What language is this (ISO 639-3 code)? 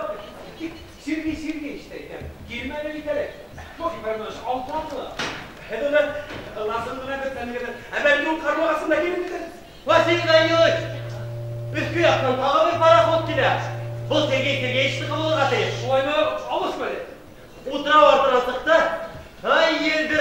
bak